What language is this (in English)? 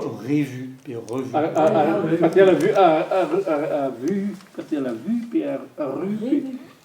Breton